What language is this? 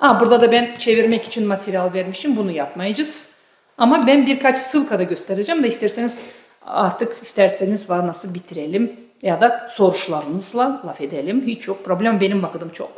Gagauz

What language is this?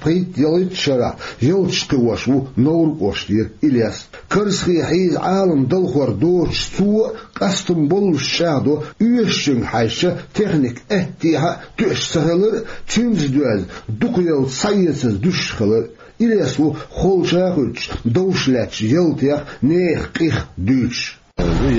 Chechen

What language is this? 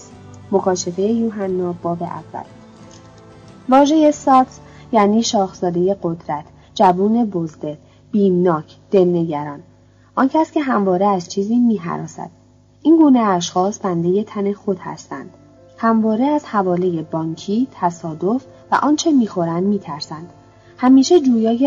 Persian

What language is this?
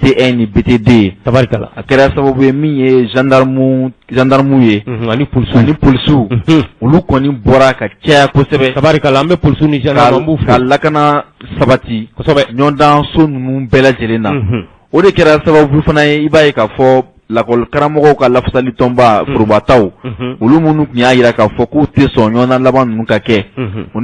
Bambara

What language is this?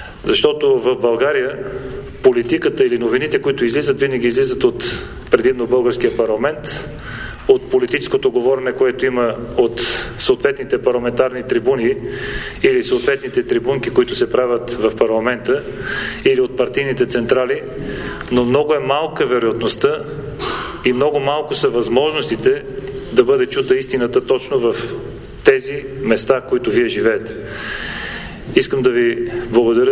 Bulgarian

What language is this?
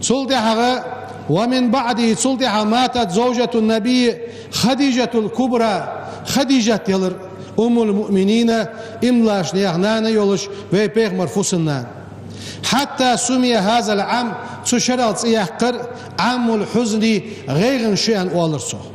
Ingush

